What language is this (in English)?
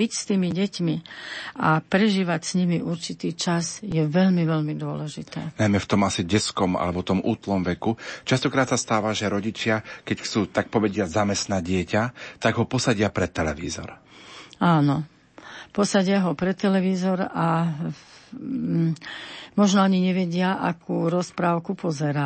Slovak